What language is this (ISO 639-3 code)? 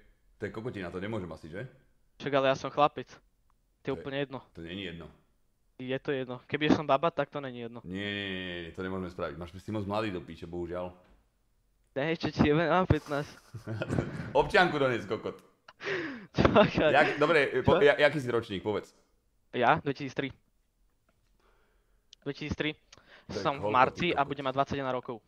slk